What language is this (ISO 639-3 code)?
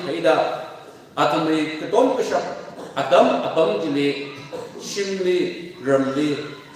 nmf